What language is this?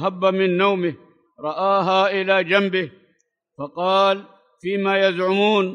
Arabic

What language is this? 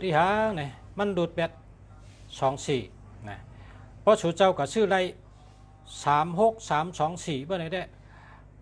Shan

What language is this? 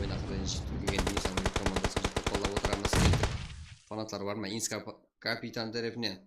Kara-Kalpak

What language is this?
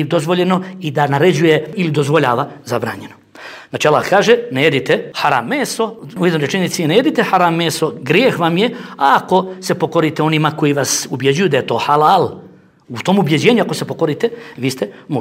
Bosnian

